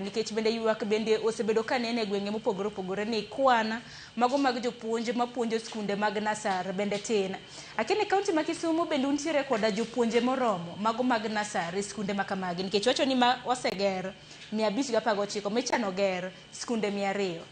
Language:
Luo (Kenya and Tanzania)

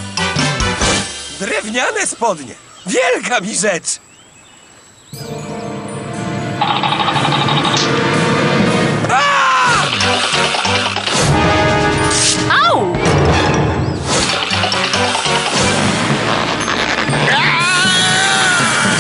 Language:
Polish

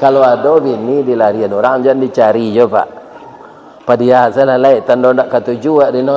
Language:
Minangkabau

